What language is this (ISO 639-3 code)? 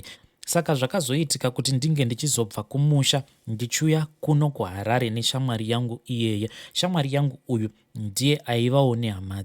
sna